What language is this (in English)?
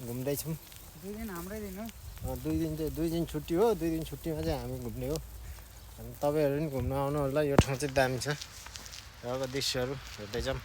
Nepali